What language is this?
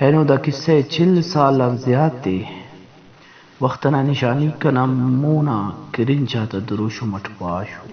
Brahui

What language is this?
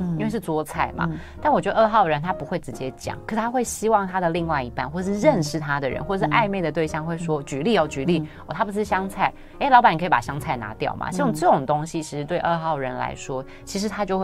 Chinese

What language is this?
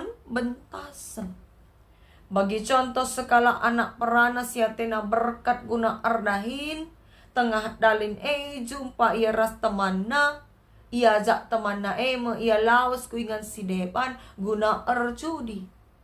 Batak Karo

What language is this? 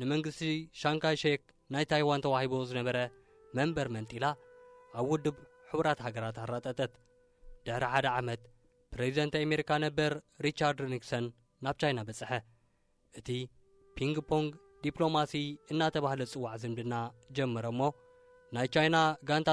Tigrinya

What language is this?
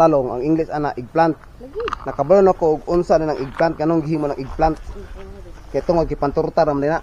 Cebuano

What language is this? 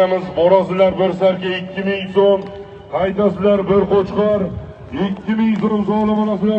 Uzbek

